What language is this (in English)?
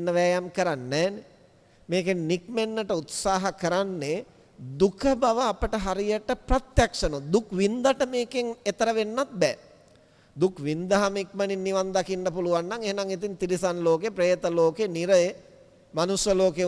Sinhala